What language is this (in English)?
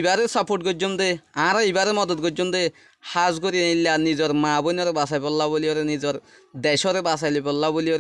Rohingya